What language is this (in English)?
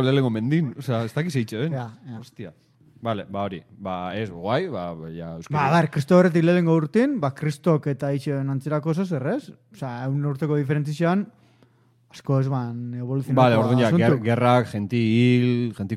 Basque